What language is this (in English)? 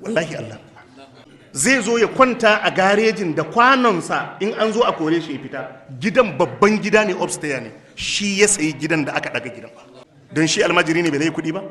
Hausa